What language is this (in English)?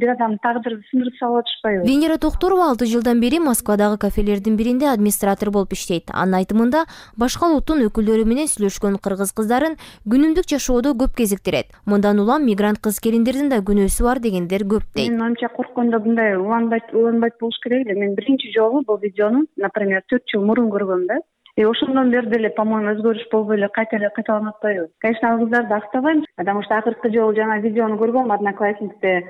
Kyrgyz